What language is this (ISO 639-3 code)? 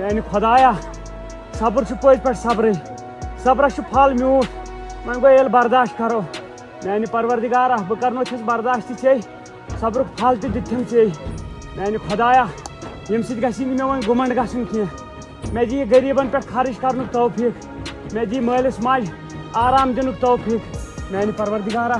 kas